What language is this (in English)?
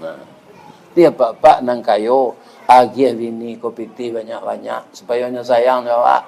Minangkabau